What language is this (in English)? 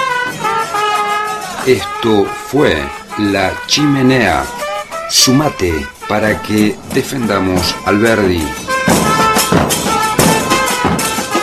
Spanish